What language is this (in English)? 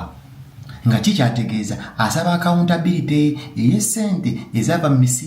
Ganda